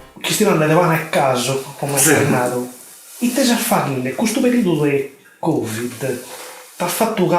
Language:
Sardinian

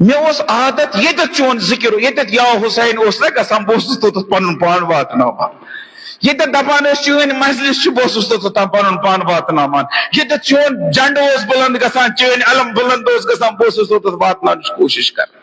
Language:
Kashmiri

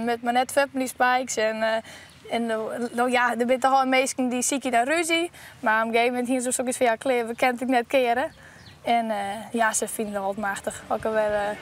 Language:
Western Frisian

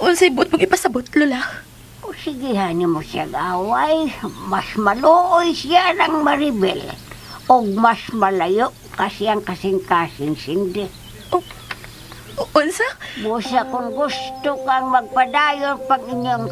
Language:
Cebuano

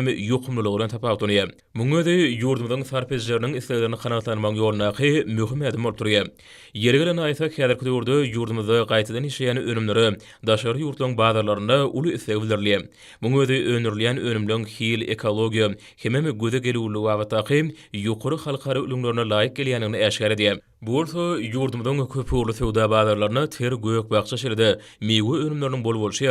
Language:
Turkmen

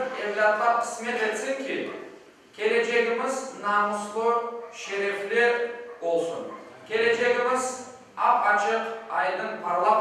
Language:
Crimean Tatar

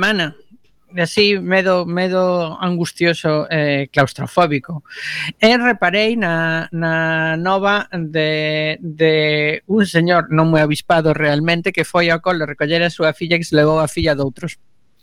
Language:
Galician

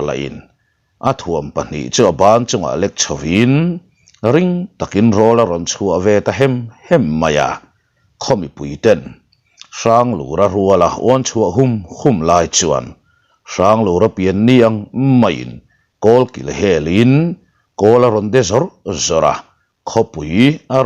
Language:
Mizo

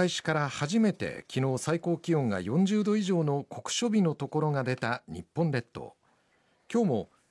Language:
Japanese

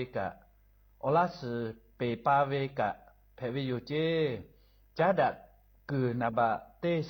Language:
Lahu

